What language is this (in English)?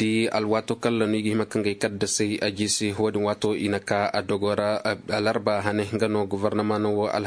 Koyraboro Senni